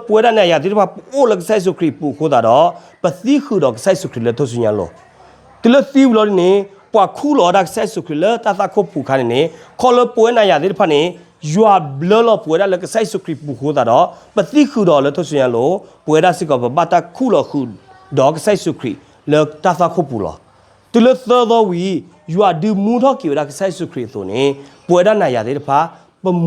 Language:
S'gaw Karen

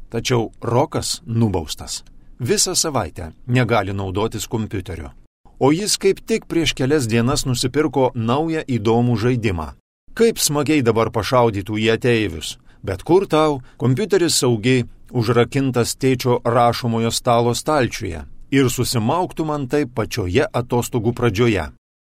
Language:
Lithuanian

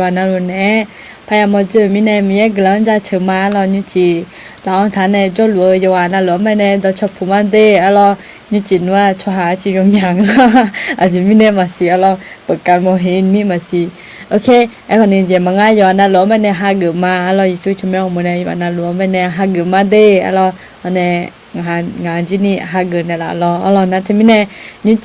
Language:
Akha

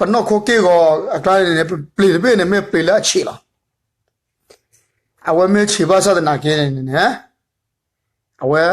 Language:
S'gaw Karen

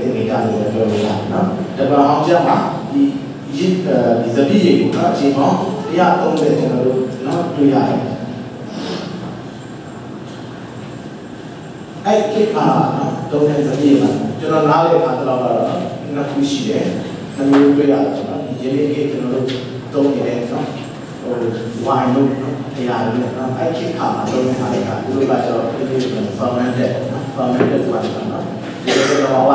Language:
Burmese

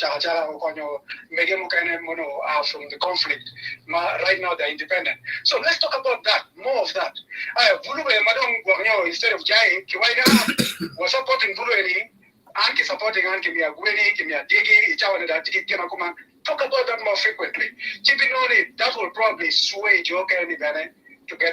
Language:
Acoli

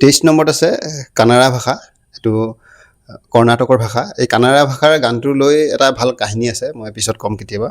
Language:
Assamese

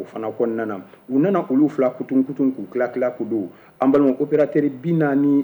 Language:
Bambara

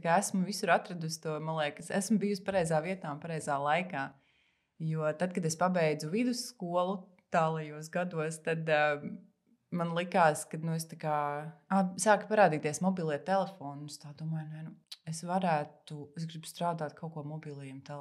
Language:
Latvian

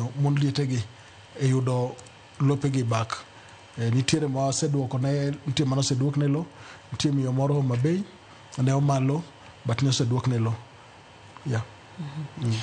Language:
Luo (Kenya and Tanzania)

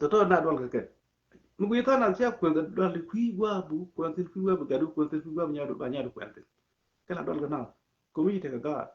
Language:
Nuer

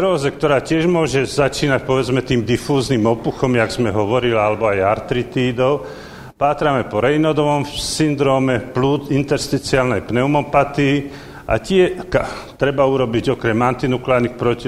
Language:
Slovak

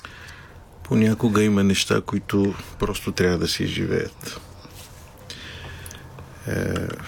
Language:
Bulgarian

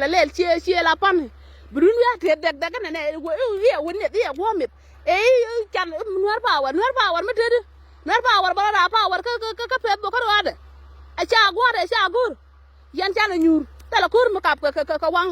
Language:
Nuer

